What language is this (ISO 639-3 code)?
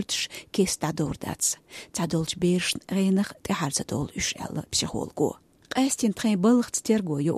che